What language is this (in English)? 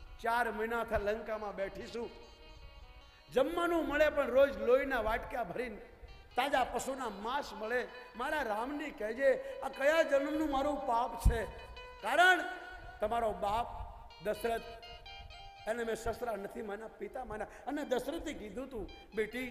Gujarati